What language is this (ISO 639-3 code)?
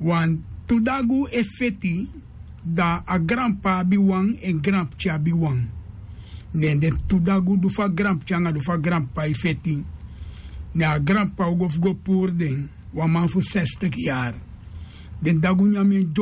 srn